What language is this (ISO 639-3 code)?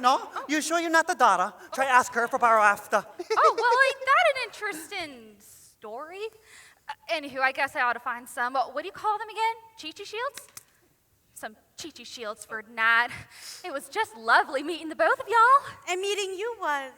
haw